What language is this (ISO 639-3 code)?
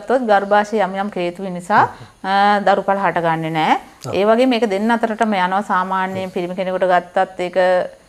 sin